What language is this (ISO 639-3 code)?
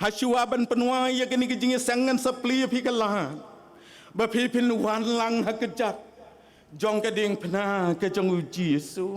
kha